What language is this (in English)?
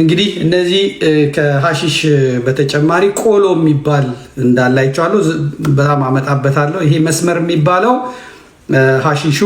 Amharic